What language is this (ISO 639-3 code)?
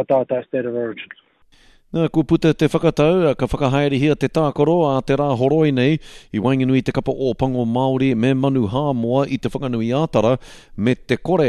mri